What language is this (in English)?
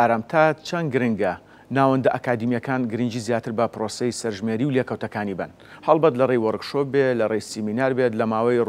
Central Kurdish